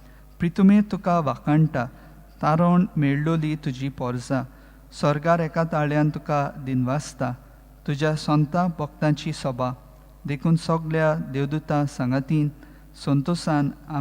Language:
Konkani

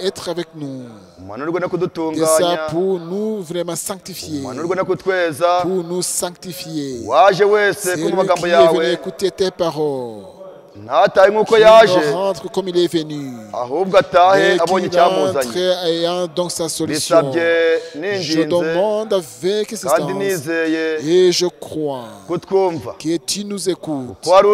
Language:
Kinyarwanda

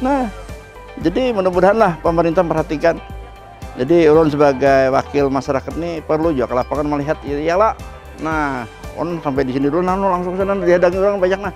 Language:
Banjar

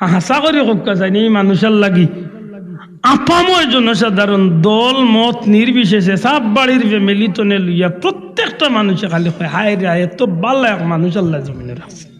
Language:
Sylheti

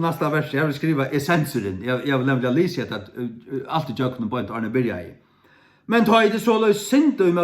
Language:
Faroese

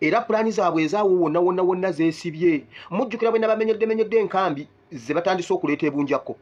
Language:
Ganda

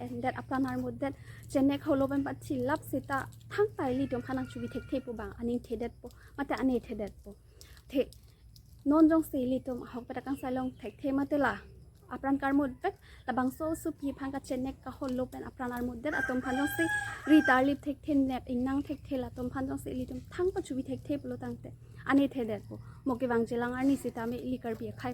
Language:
Karbi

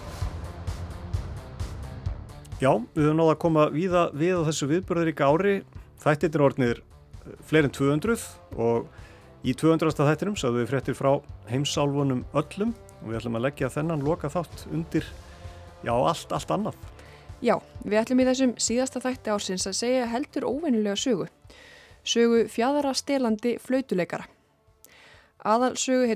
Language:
Icelandic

